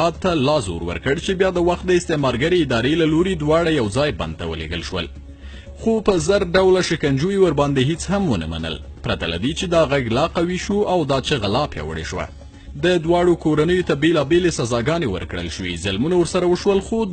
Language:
Pashto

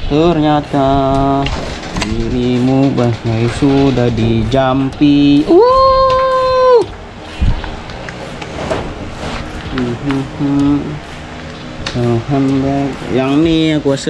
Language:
Malay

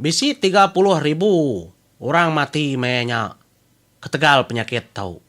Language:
Iban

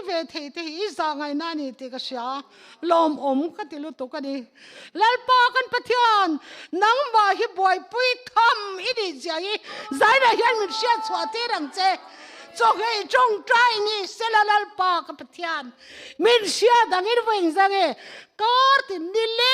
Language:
Mizo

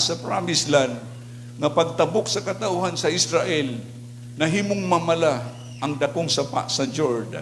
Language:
Cebuano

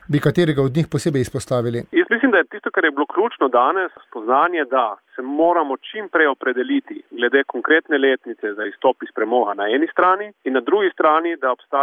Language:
Slovenian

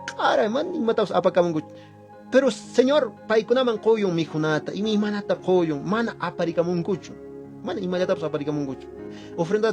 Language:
Quechua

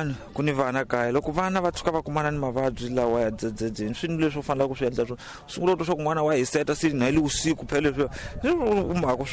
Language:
Tsonga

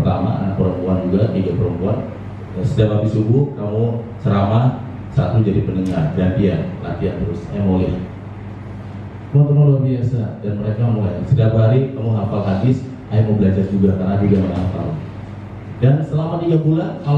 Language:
Indonesian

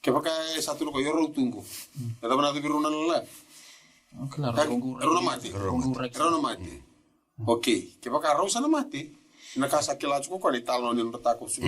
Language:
Fijian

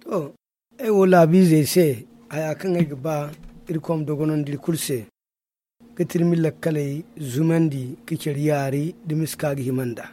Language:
Zarma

